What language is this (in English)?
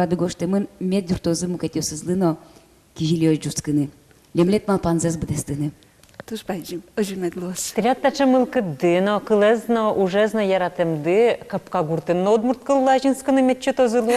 Udmurt